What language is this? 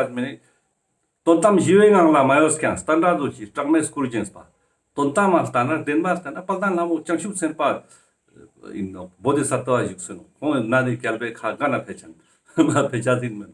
Ladakhi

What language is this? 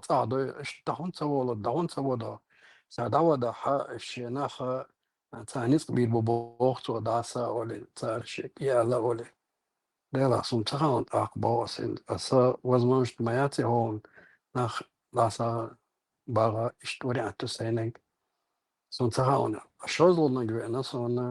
Chechen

